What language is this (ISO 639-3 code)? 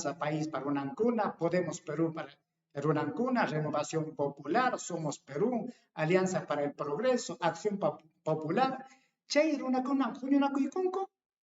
quy